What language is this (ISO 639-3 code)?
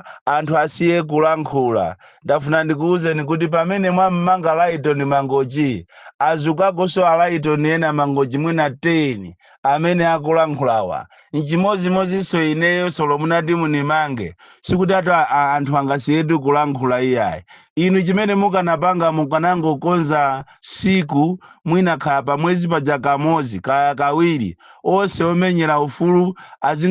nya